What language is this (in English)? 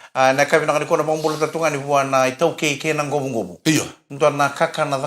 Fijian